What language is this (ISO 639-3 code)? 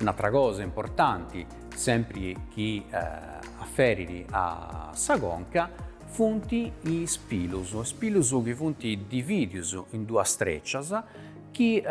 srd